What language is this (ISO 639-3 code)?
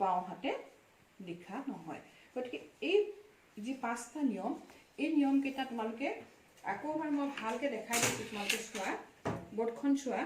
asm